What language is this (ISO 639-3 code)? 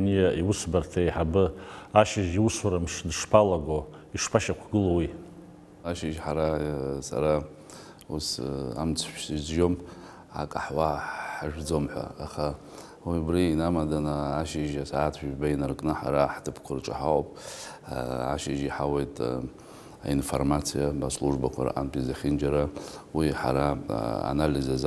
abk